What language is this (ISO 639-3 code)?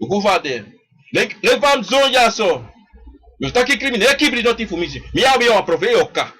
srn